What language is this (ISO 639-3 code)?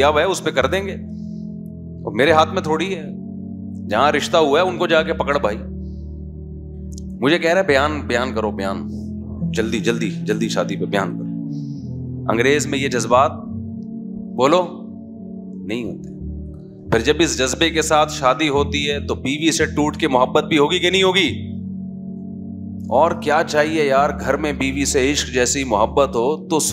urd